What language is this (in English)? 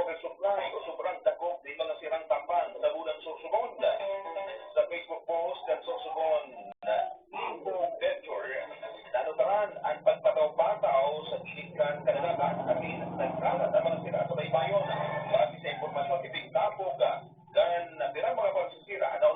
Bikol